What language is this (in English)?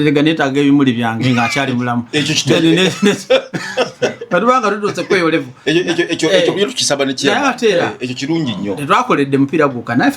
Ganda